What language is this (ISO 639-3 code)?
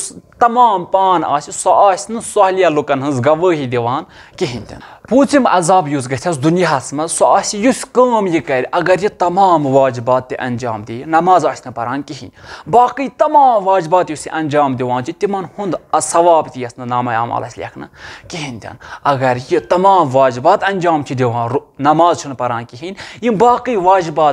kas